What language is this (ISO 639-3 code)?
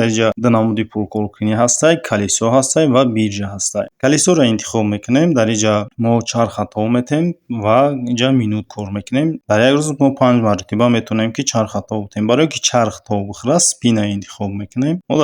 tgk